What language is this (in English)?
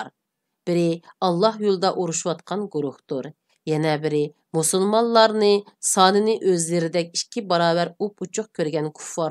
Uyghur